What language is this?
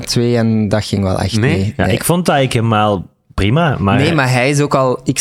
Dutch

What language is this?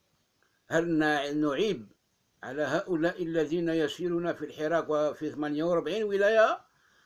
Arabic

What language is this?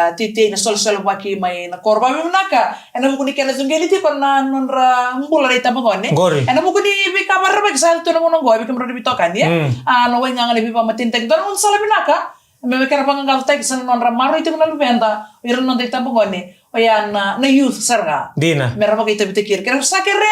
Fijian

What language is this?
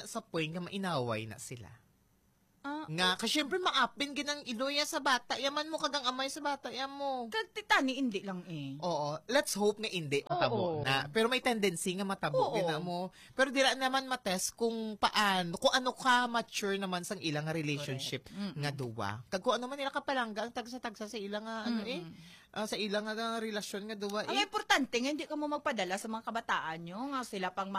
Hiligaynon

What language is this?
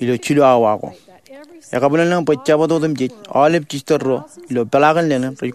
Marshallese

